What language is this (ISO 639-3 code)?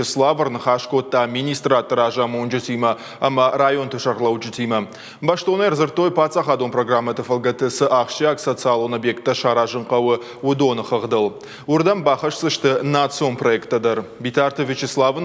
oss